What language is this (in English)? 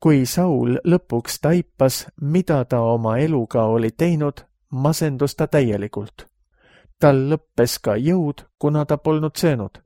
Estonian